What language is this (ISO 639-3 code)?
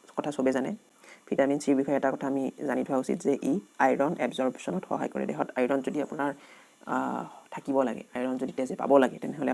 asm